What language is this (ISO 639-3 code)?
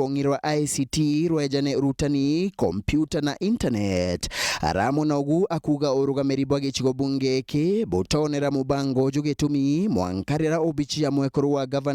mer